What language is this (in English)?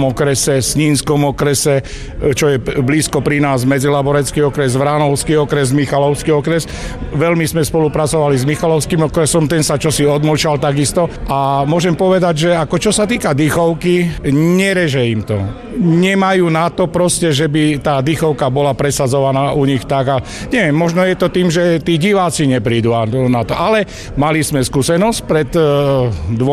Slovak